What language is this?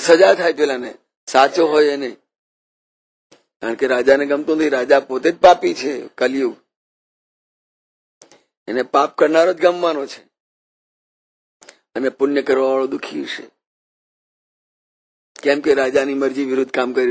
Gujarati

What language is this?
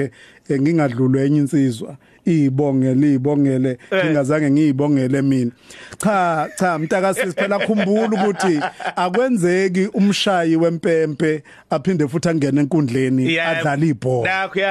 Zulu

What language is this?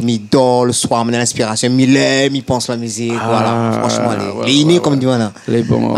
Réunion Creole French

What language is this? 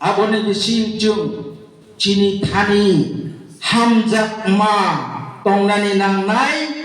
Kok Borok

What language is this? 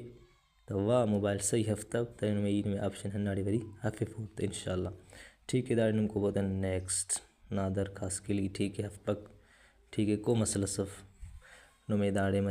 Brahui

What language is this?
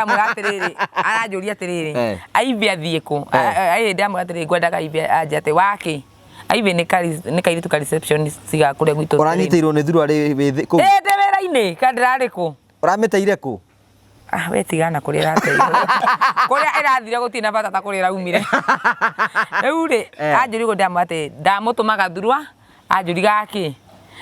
Kikuyu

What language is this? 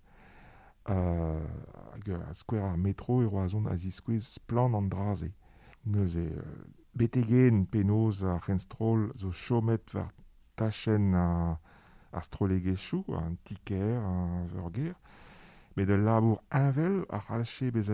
Breton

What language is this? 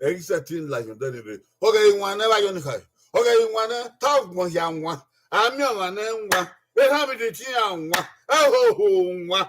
Bini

